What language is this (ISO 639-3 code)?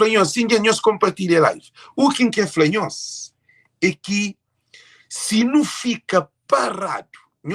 kea